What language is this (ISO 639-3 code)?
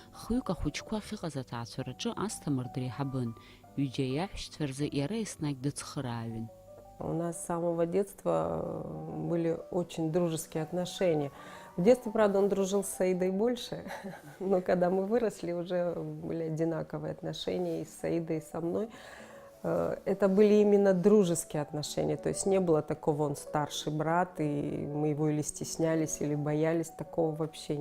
abk